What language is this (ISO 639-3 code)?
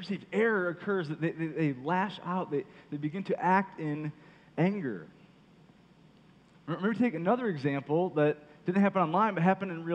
eng